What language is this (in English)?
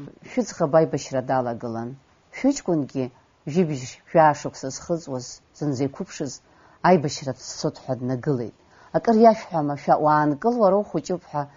Abkhazian